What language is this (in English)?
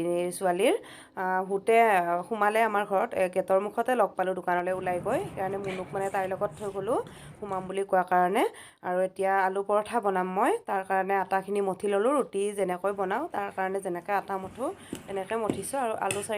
Assamese